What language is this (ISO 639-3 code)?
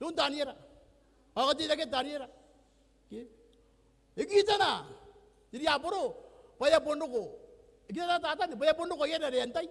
gil